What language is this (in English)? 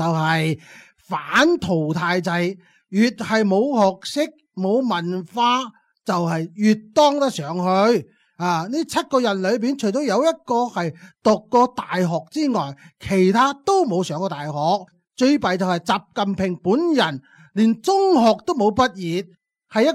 Cantonese